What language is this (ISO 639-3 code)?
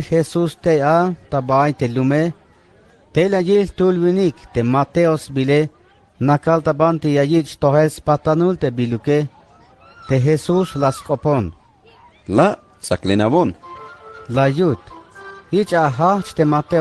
tzh